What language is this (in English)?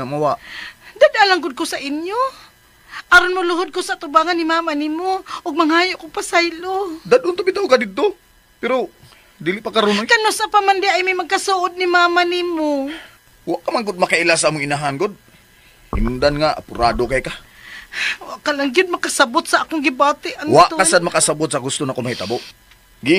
Cebuano